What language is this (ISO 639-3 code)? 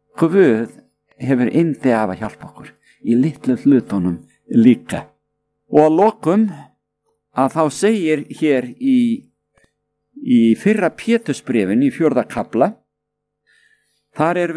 isl